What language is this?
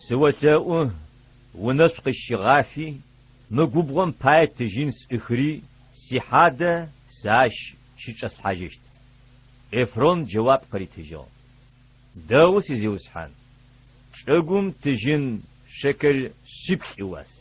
Adyghe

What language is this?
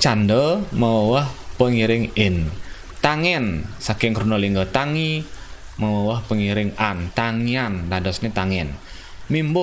Balinese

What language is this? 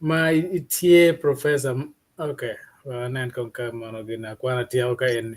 Acoli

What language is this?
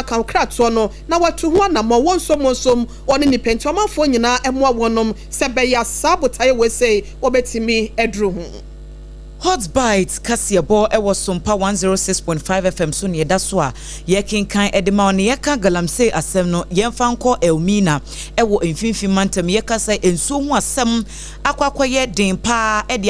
Akan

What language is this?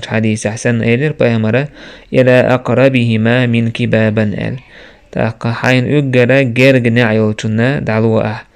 Chechen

